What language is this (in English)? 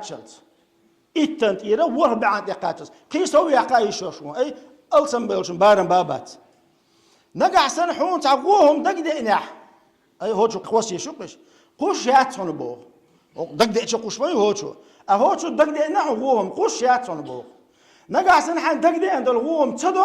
Chechen